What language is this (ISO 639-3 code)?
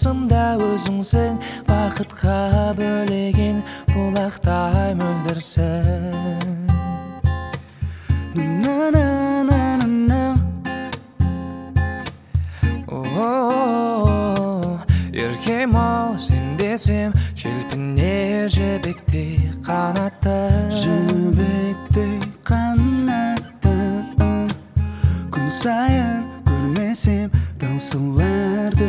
kaz